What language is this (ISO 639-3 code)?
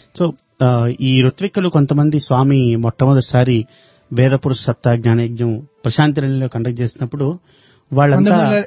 tel